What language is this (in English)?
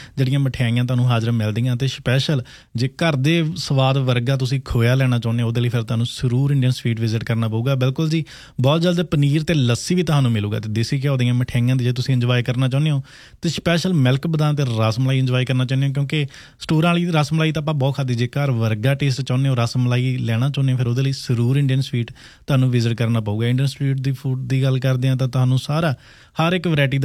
Punjabi